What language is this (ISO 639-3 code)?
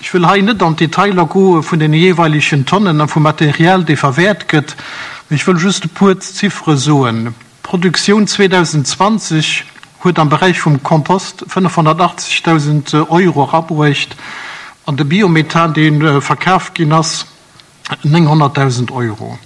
ltz